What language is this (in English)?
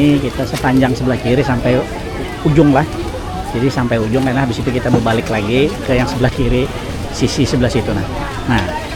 Banjar